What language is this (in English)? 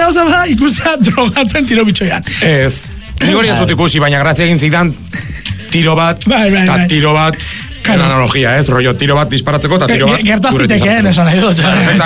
Basque